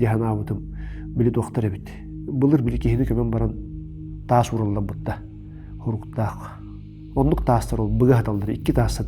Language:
Yakut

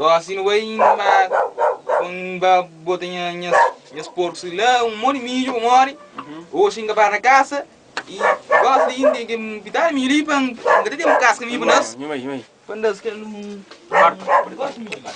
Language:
Kabuverdianu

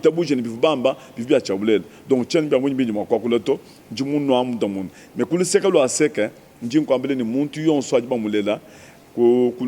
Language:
Luba-Lulua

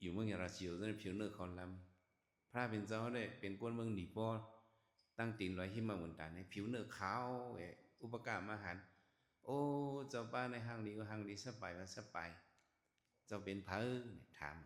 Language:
Shan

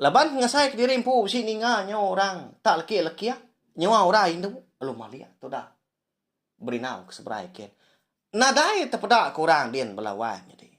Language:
Iban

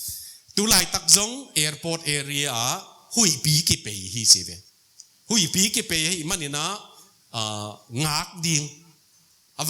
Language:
Tedim Chin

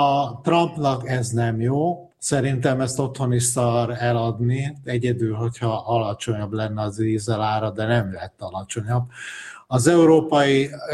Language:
Hungarian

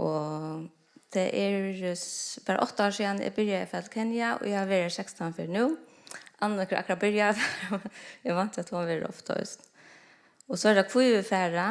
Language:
Faroese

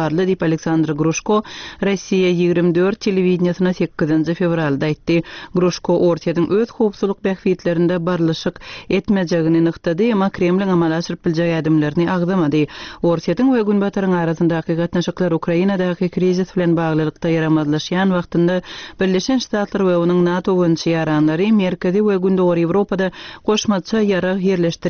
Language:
Turkmen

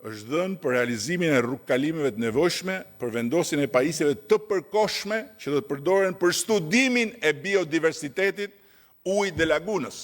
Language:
Albanian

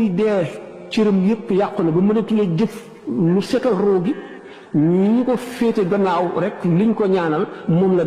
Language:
Wolof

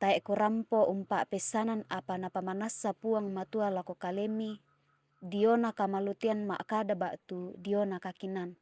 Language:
Toraja-Sa'dan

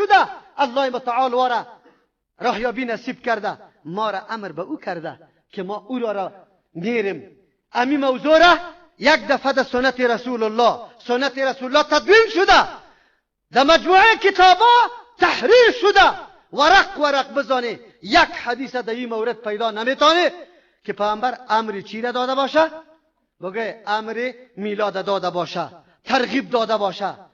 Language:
Persian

